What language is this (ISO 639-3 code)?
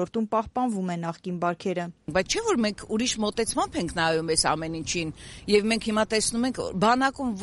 hye